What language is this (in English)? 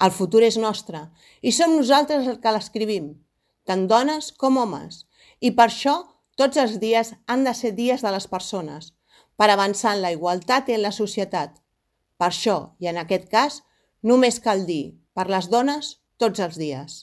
Catalan